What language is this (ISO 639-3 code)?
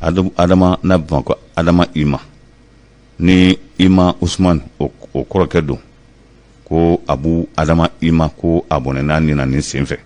bam